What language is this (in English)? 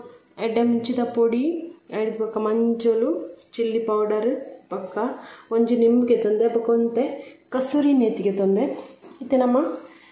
Tulu